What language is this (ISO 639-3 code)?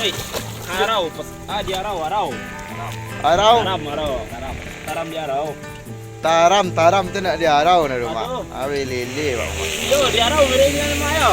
min